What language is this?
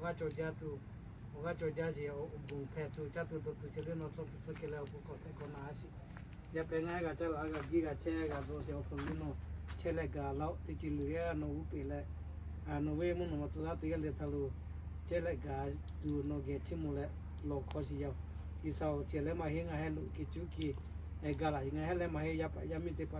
Lahu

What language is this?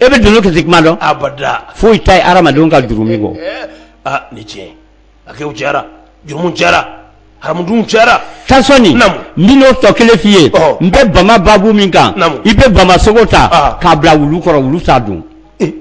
Bambara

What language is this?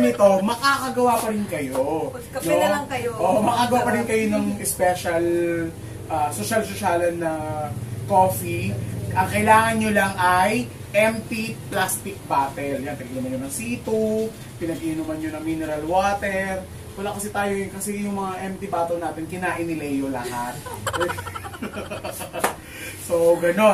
Filipino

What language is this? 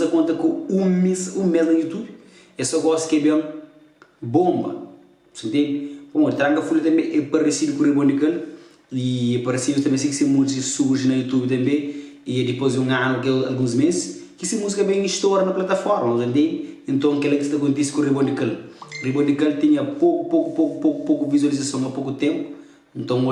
Kabuverdianu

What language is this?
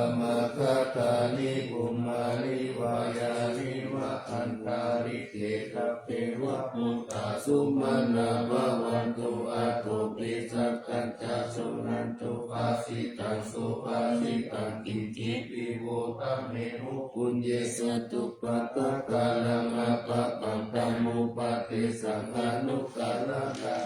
Pali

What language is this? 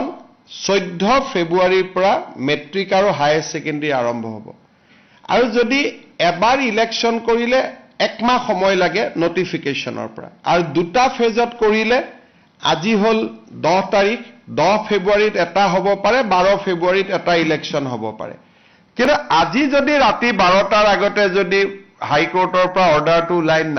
Assamese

